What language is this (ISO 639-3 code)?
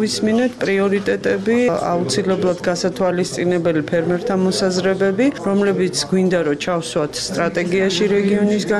kat